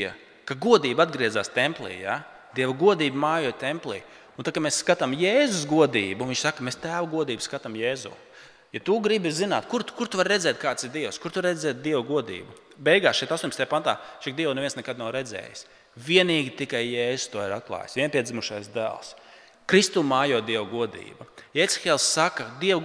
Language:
Latvian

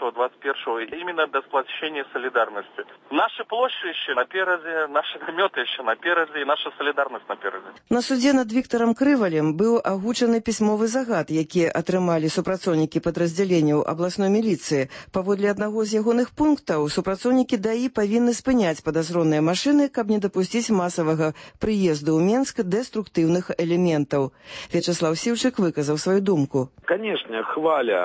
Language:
Belarusian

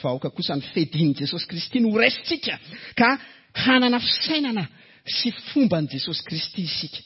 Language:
Malagasy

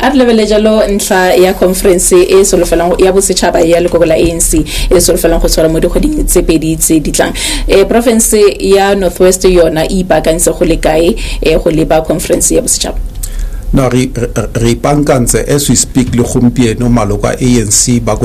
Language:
Tswana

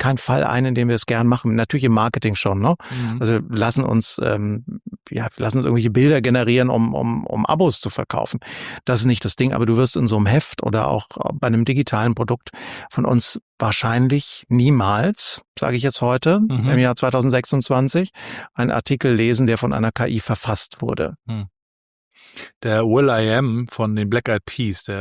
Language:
German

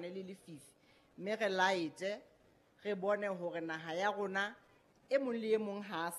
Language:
Southern Sotho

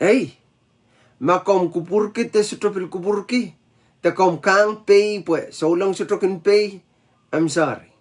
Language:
Pohnpeian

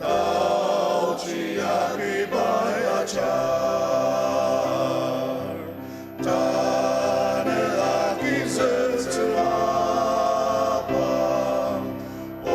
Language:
Ao Naga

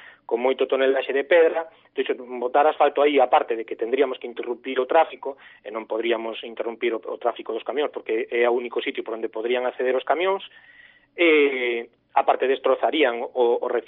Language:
Galician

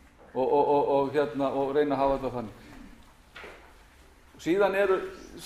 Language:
Icelandic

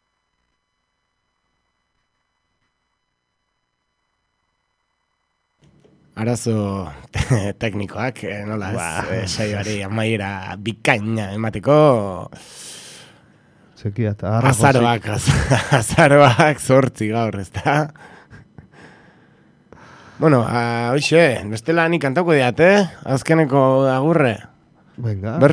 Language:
Basque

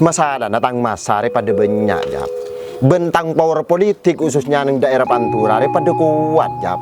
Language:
Madurese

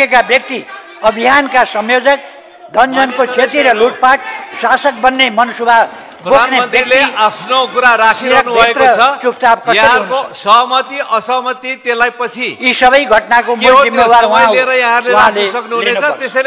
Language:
Nepali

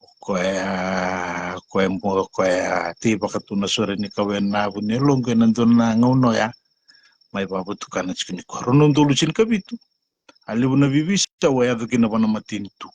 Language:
Fijian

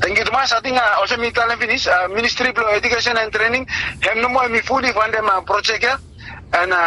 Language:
Bislama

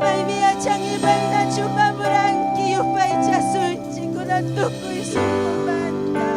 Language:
Ayacucho Quechua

